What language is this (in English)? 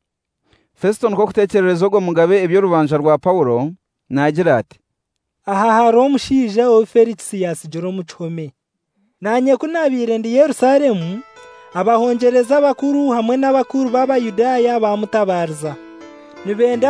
Kinyarwanda